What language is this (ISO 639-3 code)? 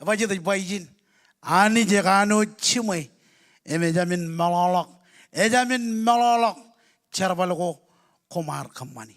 mah